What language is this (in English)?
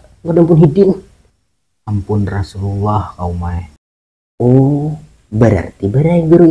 Banjar